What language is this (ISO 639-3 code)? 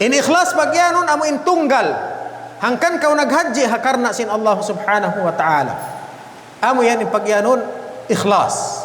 tsg